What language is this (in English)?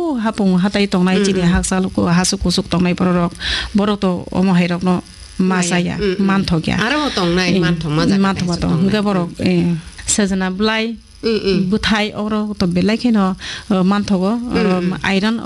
Kok Borok